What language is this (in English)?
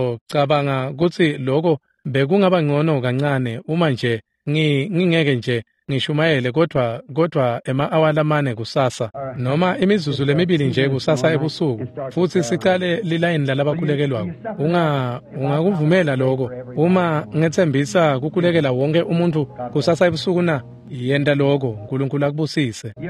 Swati